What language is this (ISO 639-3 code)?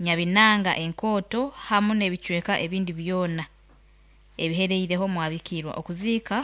nyo